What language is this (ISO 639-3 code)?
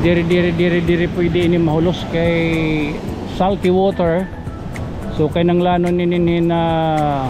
war